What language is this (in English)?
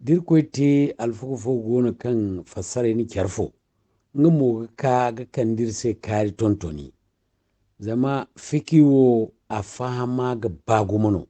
Zarma